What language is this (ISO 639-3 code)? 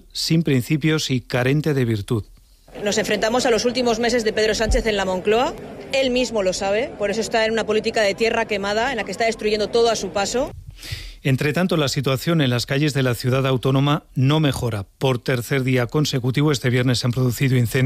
spa